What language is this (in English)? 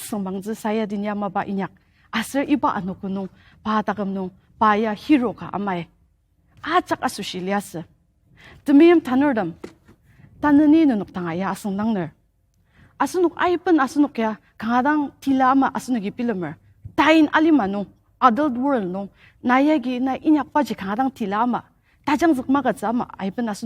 Ao Naga